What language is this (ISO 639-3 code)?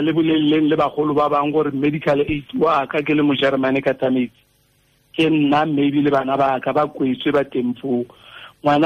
tsn